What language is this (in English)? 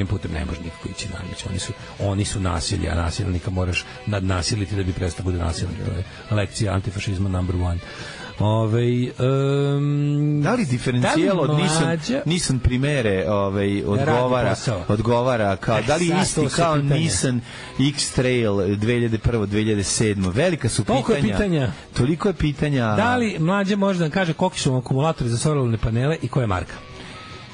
Serbian